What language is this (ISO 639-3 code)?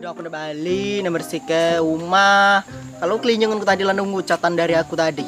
mui